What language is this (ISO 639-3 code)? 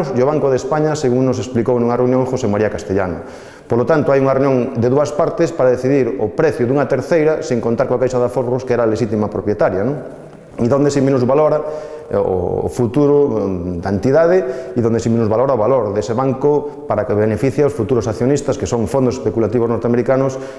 glg